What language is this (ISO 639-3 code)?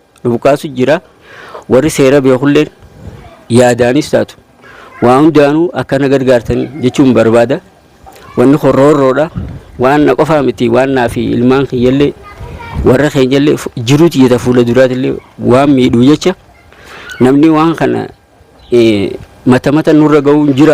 orm